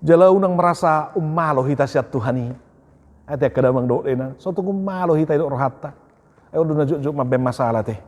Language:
Batak Toba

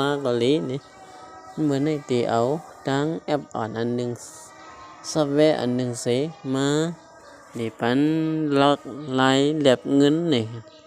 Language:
Shan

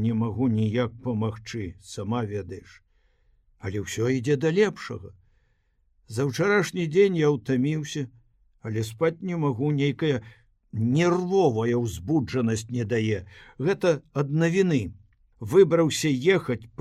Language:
Belarusian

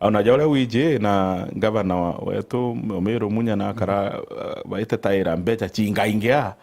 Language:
Meru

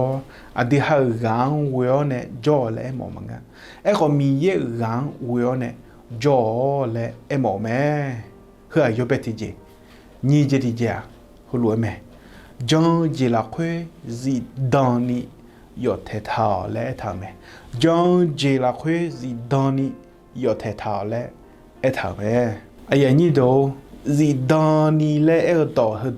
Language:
Akha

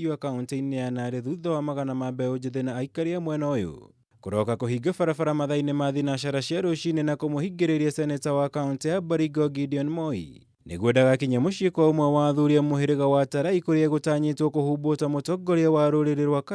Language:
Kikuyu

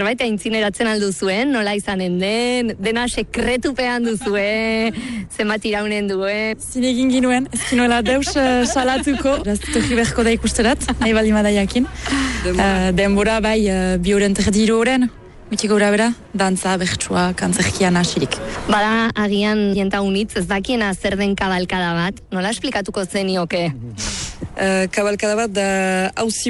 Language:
Basque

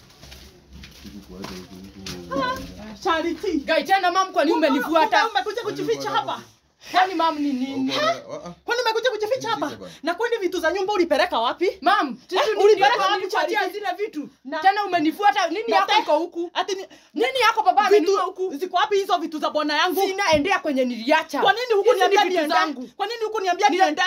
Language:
Swahili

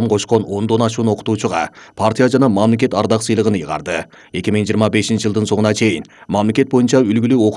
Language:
Kyrgyz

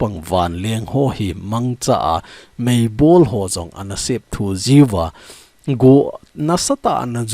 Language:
Thado Chin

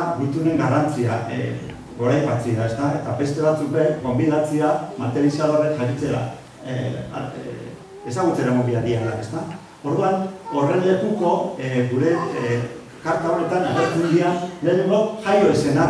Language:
Basque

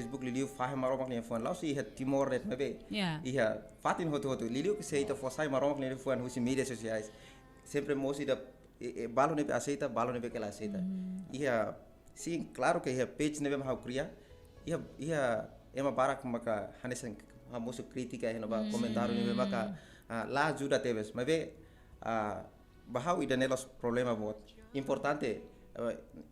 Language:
Tetum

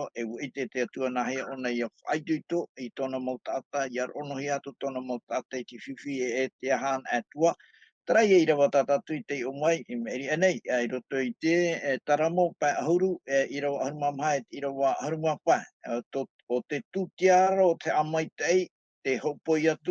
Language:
Tahitian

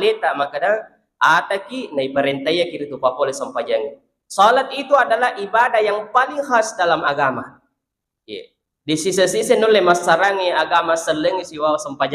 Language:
Buginese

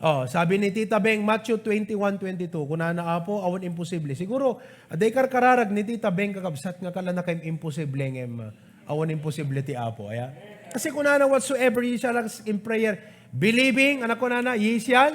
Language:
Iloko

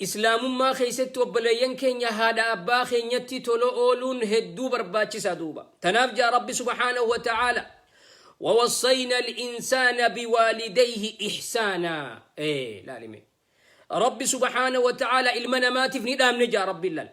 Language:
Oromo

